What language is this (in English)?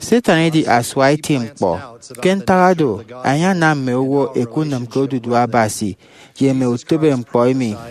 Efik